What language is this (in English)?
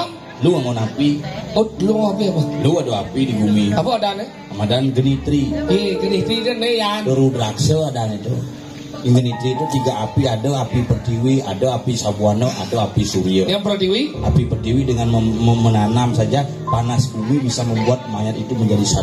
Balinese